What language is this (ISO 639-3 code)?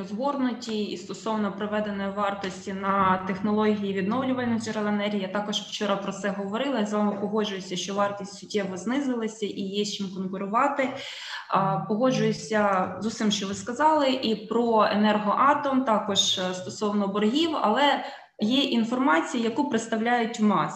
ukr